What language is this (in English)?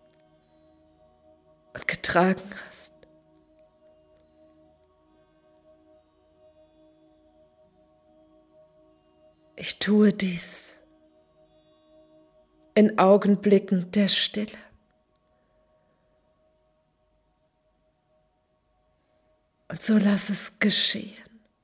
German